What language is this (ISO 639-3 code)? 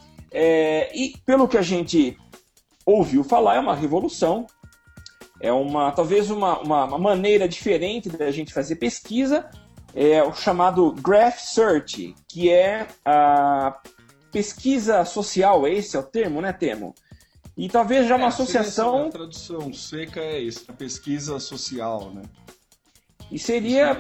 por